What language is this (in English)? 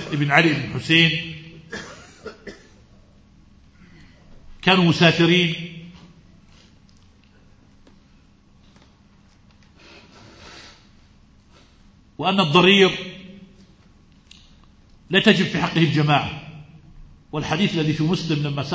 Arabic